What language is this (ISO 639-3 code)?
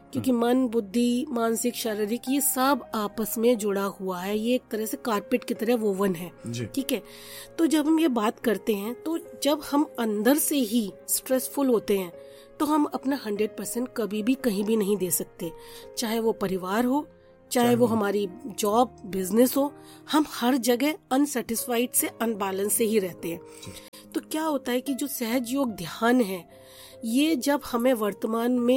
hin